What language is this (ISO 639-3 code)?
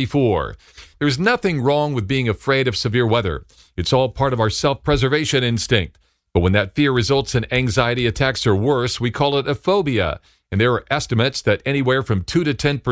eng